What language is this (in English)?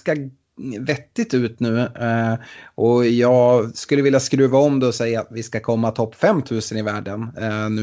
Swedish